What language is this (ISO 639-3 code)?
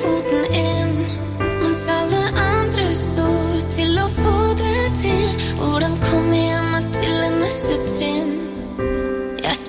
nor